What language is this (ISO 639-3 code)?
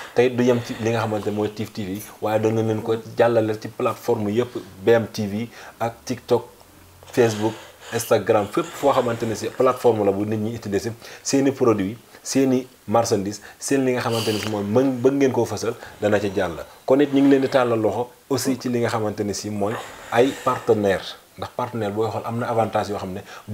wol